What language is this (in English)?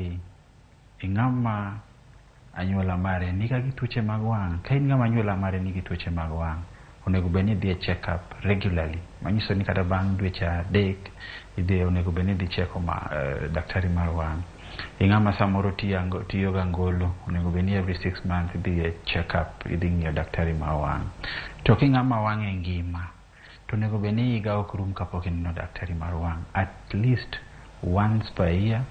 Luo (Kenya and Tanzania)